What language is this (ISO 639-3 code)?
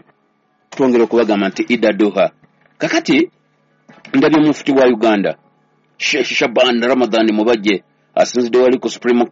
lug